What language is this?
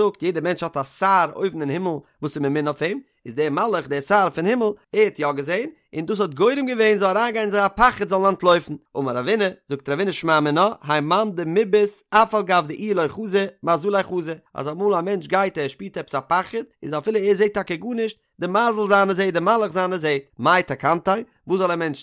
Yiddish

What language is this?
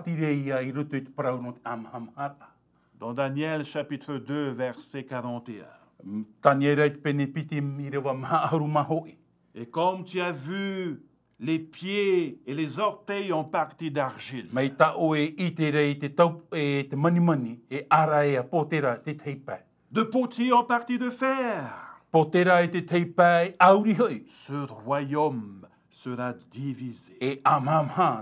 Tahitian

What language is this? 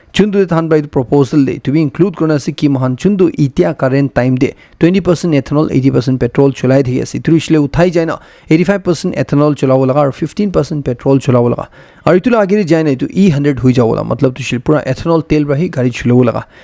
Naga Pidgin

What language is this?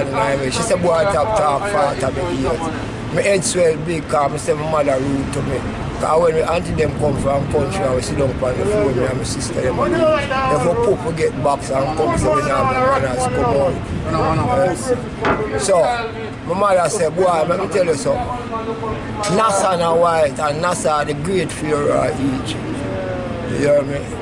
Jamaican Creole English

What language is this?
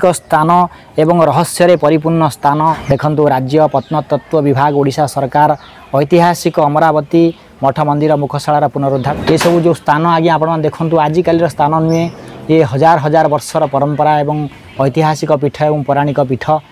Odia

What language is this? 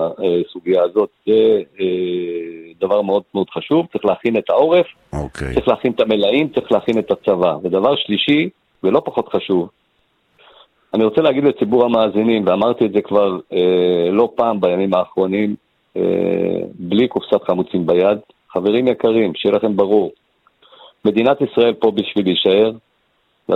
Hebrew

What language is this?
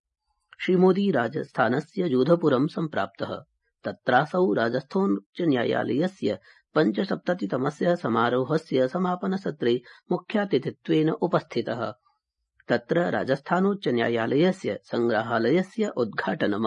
Sanskrit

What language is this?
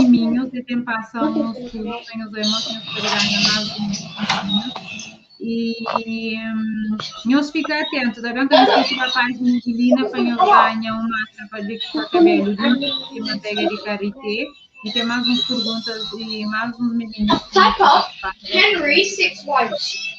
Kabuverdianu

